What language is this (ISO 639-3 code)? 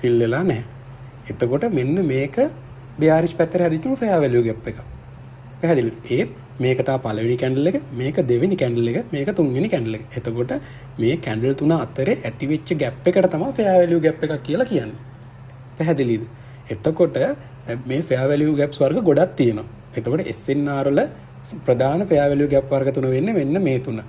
sin